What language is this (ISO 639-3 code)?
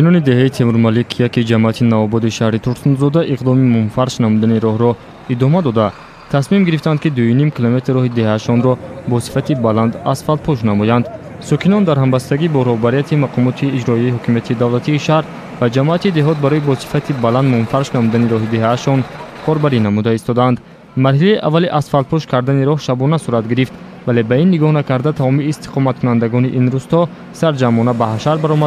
tgk